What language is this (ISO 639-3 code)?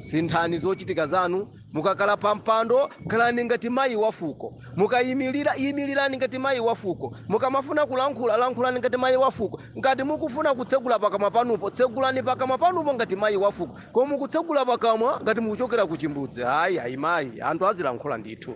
nya